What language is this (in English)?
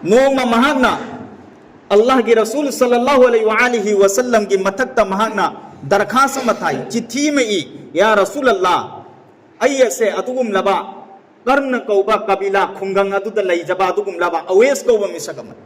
Manipuri